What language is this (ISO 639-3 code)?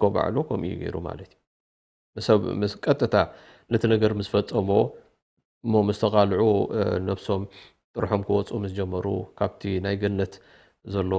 tir